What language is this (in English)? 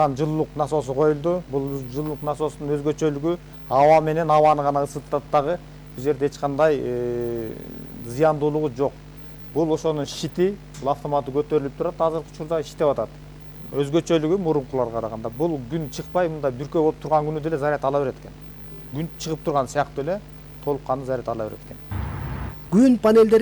Kyrgyz